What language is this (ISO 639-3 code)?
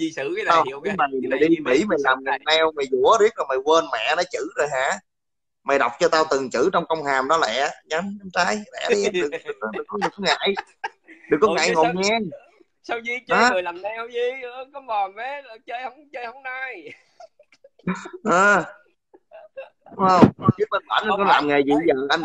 vie